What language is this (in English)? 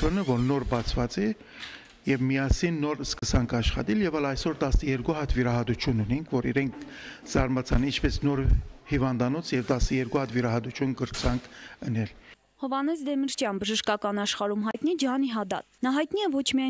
Armenian